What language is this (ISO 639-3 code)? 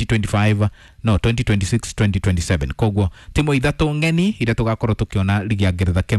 kik